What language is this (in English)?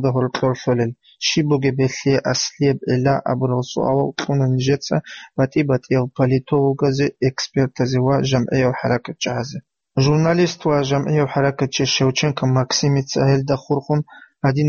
Avaric